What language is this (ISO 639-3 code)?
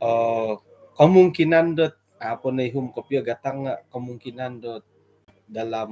dtp